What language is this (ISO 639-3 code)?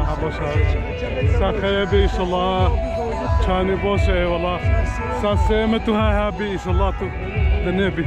kur